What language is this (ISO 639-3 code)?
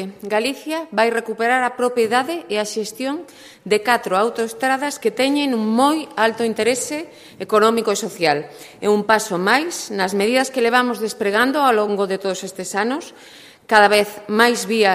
glg